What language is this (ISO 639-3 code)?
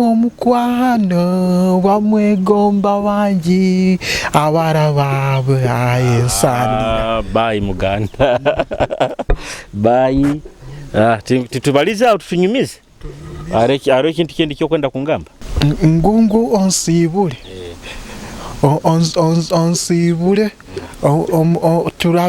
nyo